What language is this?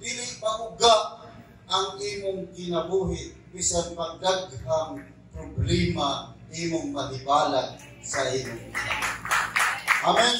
Cebuano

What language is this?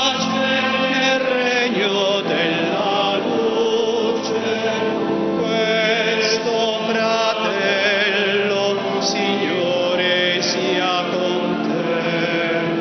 Italian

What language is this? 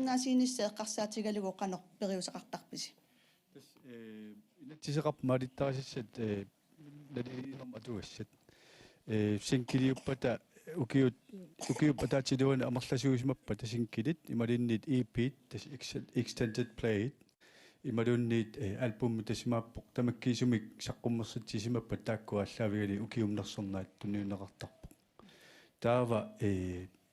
Kalaallisut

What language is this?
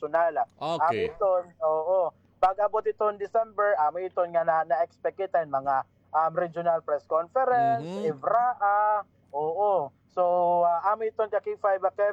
Waray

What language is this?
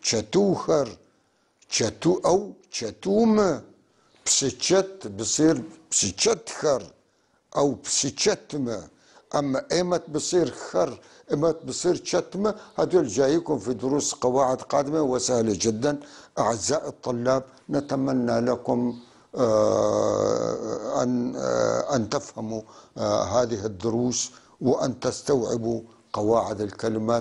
North Levantine Arabic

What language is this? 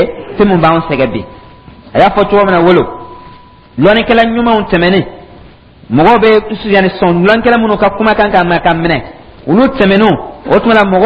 Dyula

